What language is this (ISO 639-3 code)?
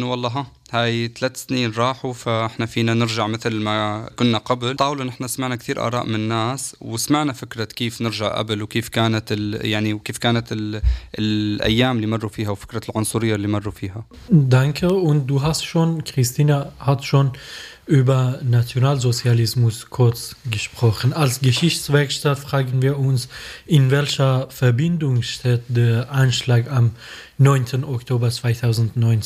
deu